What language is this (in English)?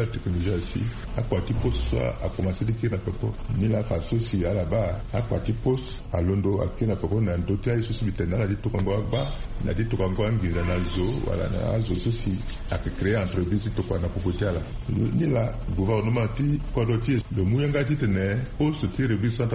Sango